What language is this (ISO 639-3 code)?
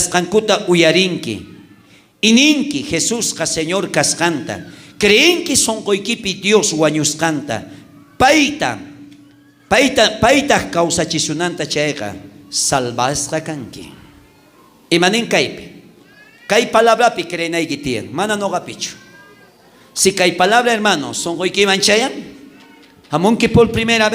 quh